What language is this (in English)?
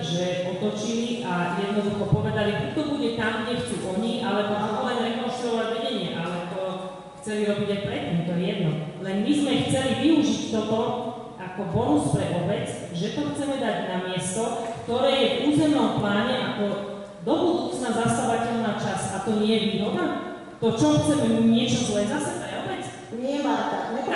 Slovak